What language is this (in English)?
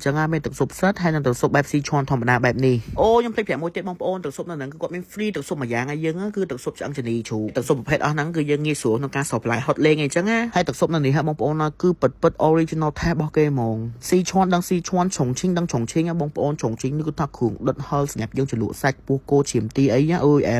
Khmer